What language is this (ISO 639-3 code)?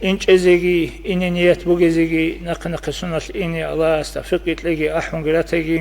ava